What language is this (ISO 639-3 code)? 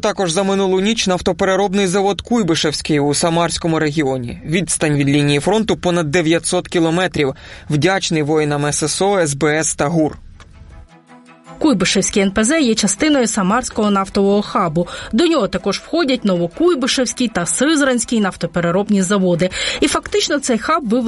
ukr